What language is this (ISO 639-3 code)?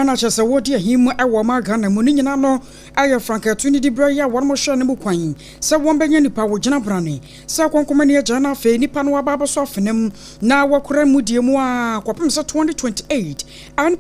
aka